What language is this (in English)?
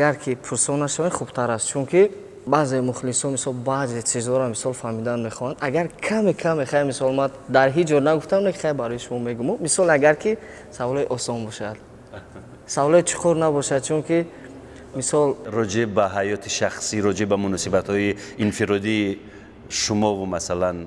Tajik